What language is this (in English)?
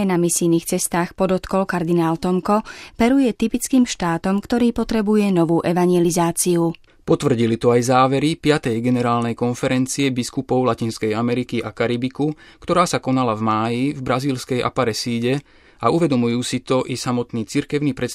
Slovak